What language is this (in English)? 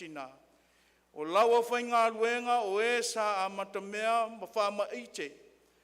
Samoan